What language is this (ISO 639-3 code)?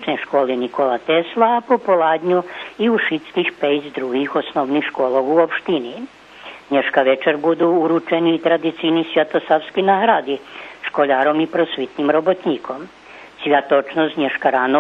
rue